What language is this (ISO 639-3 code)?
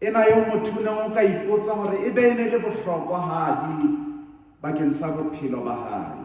sot